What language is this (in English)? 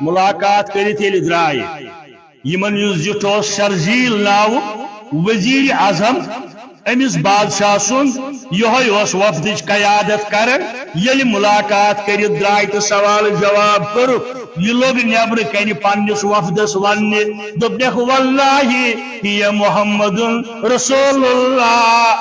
Kashmiri